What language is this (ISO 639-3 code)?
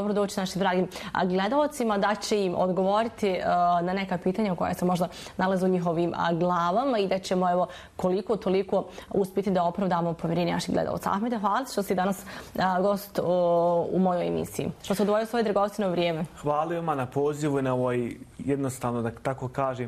bos